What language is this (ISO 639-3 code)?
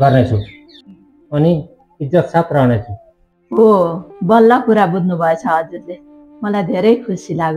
nep